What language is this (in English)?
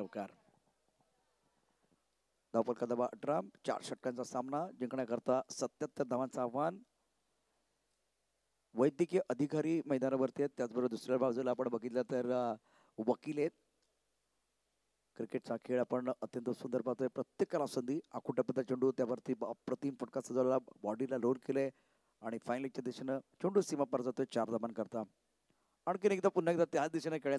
Marathi